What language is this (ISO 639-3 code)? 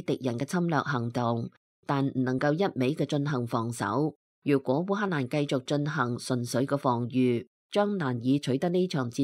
yue